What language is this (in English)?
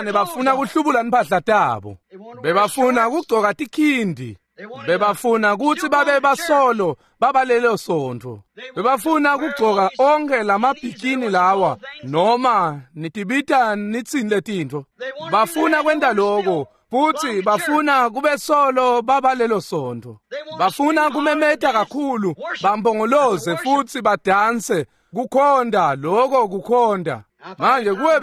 Swati